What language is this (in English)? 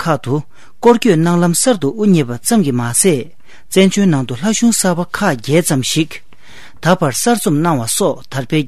Tibetan